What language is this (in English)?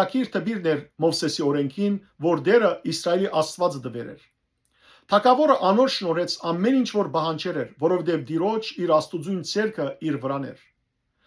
Western Armenian